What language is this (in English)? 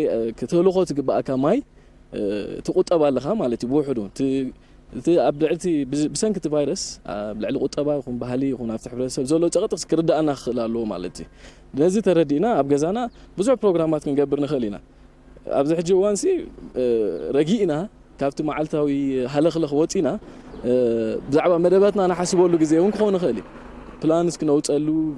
Tigrinya